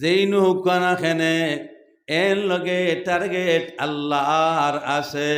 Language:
Sylheti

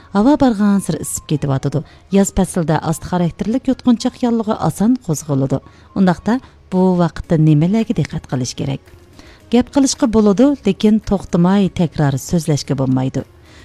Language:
Uyghur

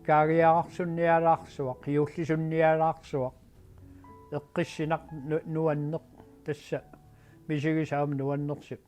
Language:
Kalaallisut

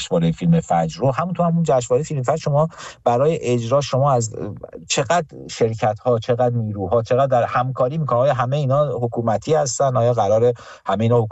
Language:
Persian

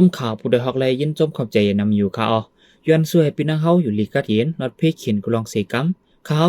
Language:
Shan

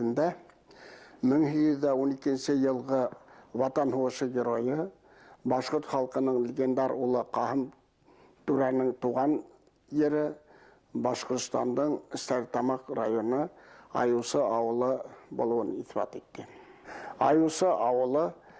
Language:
Bashkir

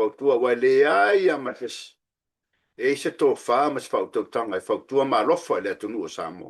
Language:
Samoan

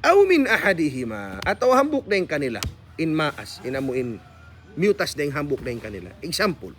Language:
Tausug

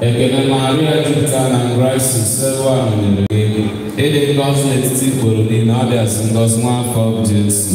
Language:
Igbo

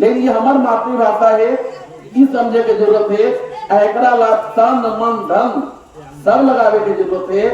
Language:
Magahi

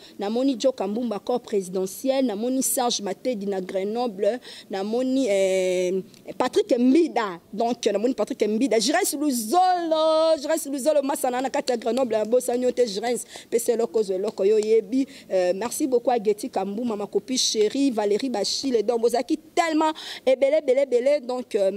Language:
Lingala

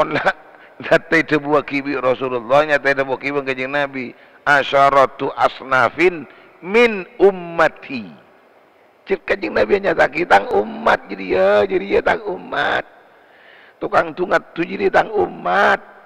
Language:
Madurese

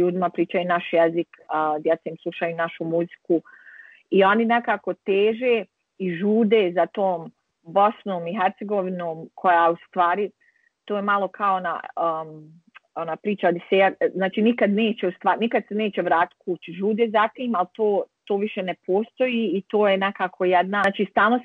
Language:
Bosnian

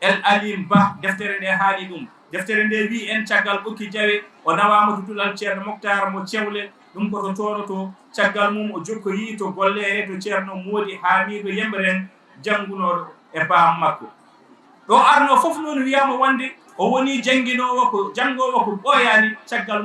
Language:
Fula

